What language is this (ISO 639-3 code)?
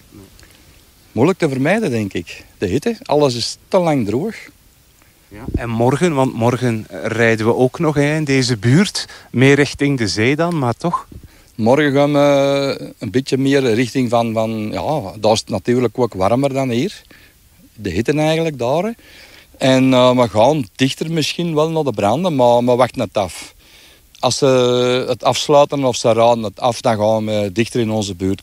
nld